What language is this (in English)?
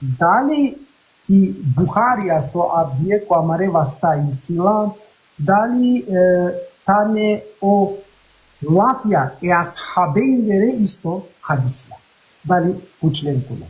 Balkan Romani